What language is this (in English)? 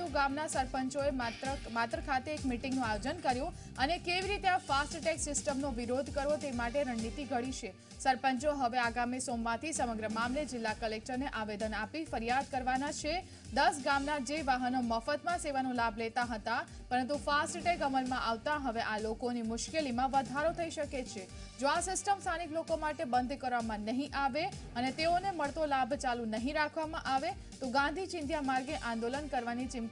Gujarati